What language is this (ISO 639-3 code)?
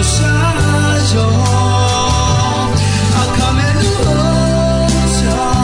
ahk